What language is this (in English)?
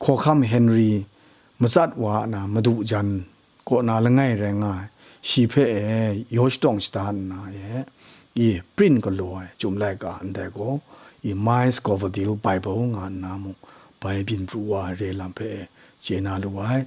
Kachin